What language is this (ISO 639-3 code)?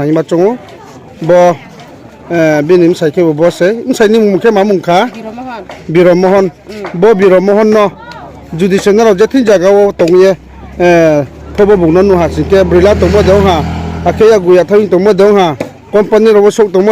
ria